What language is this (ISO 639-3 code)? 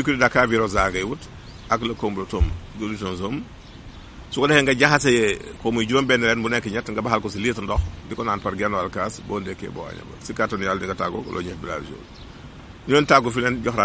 wol